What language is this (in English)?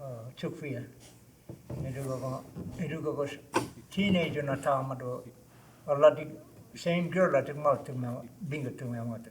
Choctaw